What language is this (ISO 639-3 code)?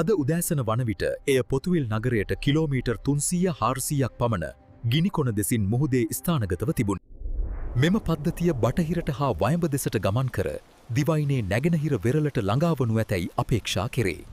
sin